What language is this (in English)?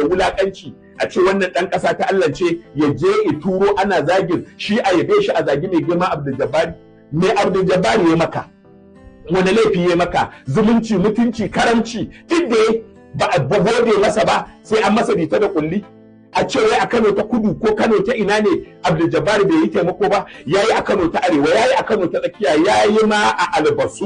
Hausa